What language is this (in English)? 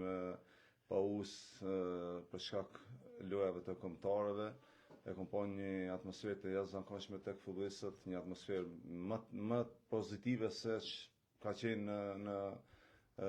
Albanian